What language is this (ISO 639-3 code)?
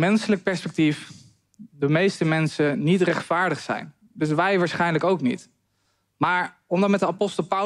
nld